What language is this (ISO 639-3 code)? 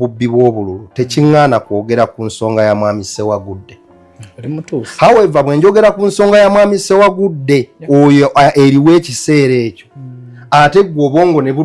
lug